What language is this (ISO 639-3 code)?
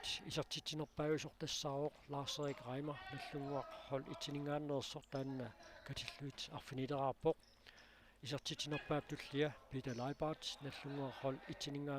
kal